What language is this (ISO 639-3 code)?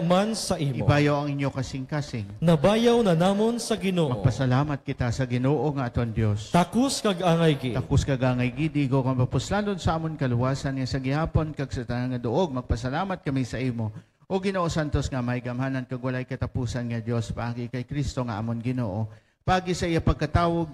hil